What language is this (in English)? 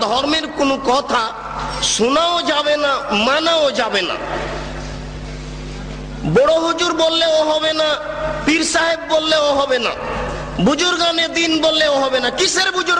Bangla